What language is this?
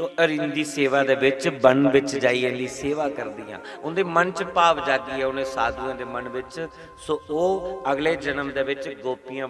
Dogri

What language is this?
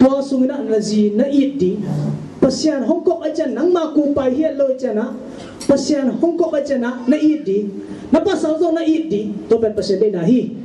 Tedim Chin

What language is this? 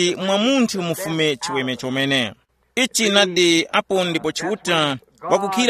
Tumbuka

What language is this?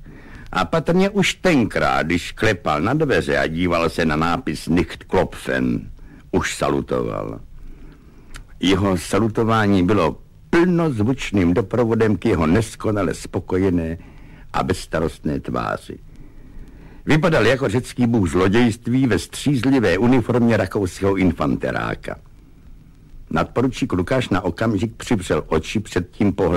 Czech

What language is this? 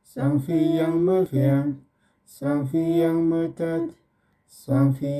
Tyap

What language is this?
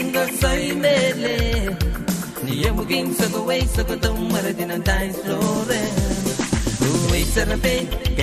Pohnpeian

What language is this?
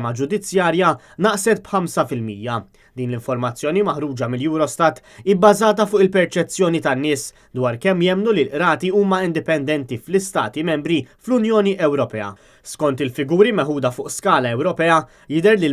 Maltese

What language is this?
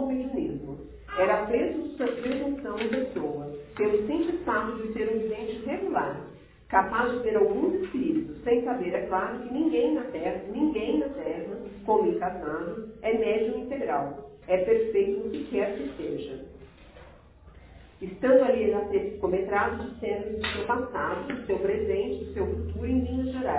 Portuguese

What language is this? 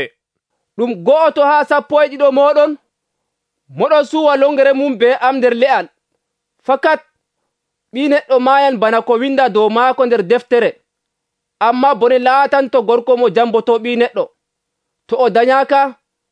Nigerian Fulfulde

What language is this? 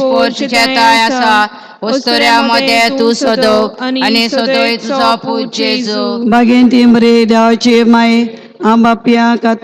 Konkani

